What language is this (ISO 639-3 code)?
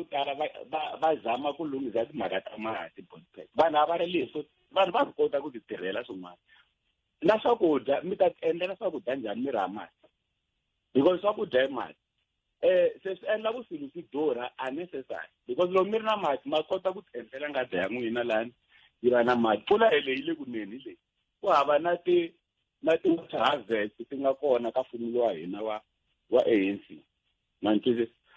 tso